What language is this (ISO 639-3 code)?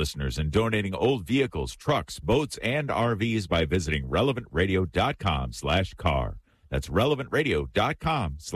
eng